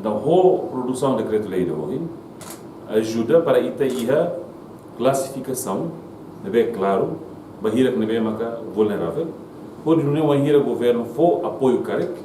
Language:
Tetum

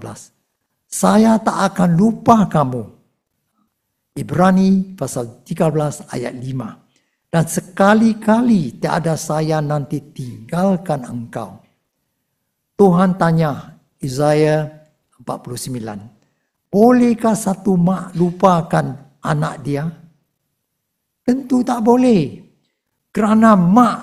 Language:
Malay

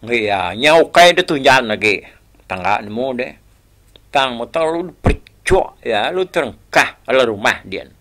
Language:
Iban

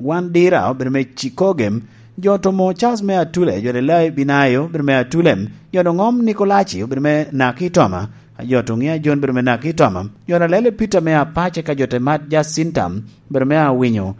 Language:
Lango (Uganda)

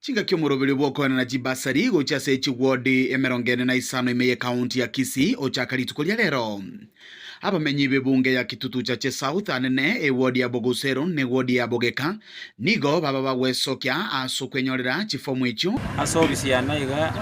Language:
Gusii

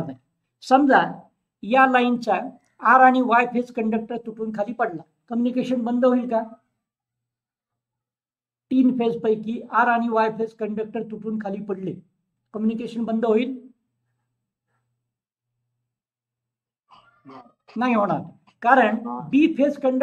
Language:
Marathi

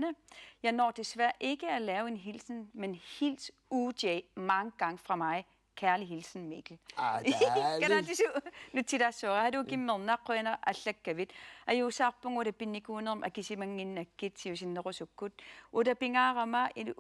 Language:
Kalaallisut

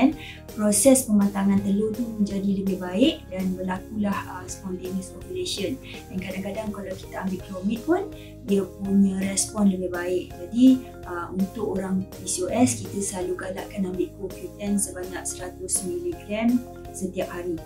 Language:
Malay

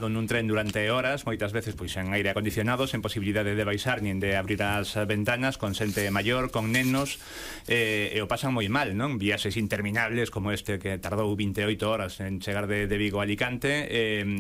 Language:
Galician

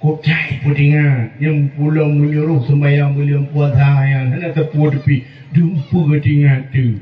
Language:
Achinese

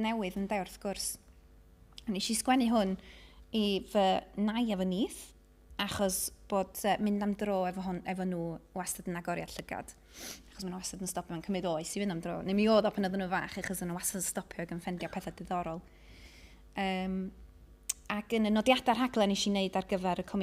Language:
Welsh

